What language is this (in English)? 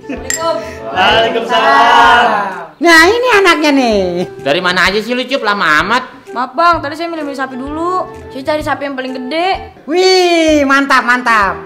Betawi